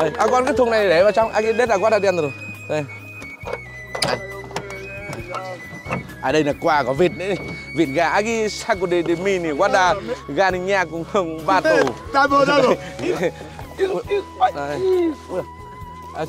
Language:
Vietnamese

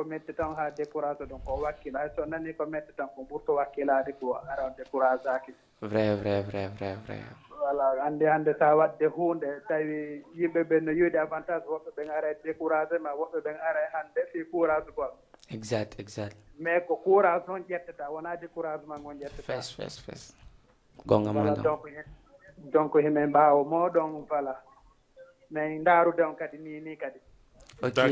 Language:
Fula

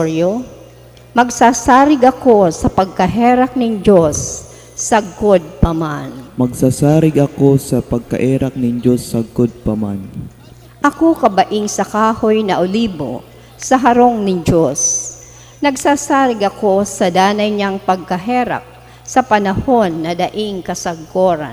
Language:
Bikol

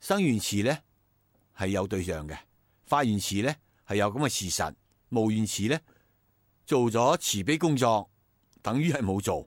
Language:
Cantonese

